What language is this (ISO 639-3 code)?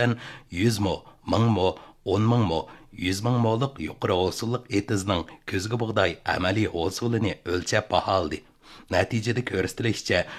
uig